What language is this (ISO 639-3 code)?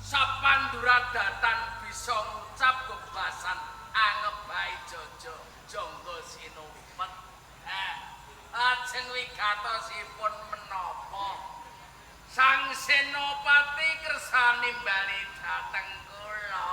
jav